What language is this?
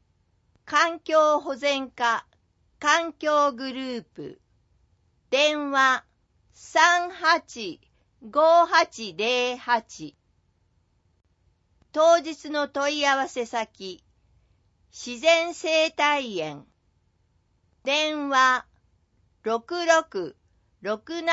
Japanese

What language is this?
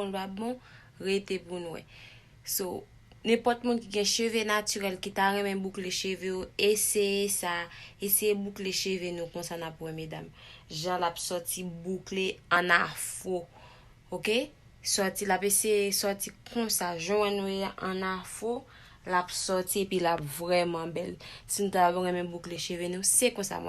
Haitian Creole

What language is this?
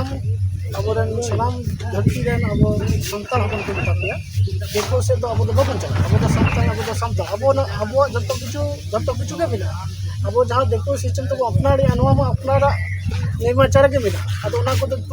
Santali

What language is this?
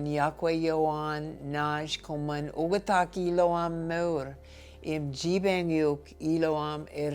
Marshallese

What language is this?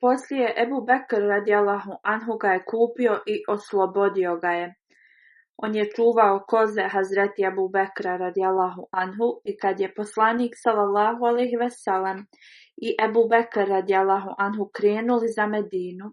Bosnian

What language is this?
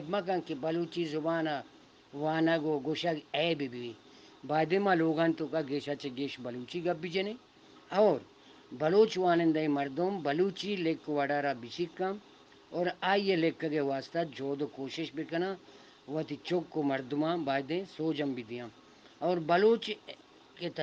Eastern Balochi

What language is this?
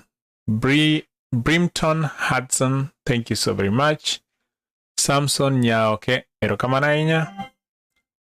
Luo (Kenya and Tanzania)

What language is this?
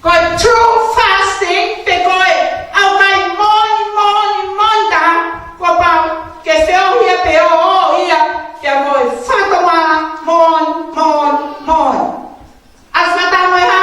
Tongan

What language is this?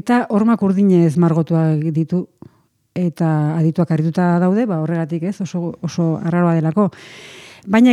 Basque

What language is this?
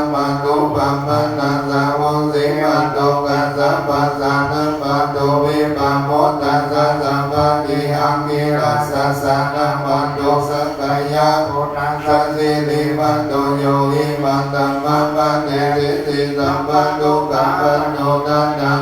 Pali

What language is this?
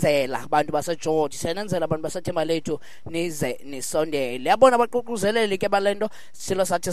Xhosa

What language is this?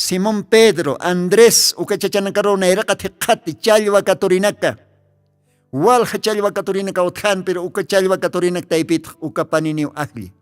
Aymara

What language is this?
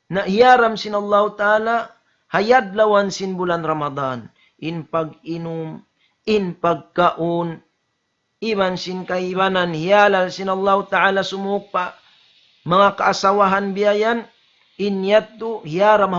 Tausug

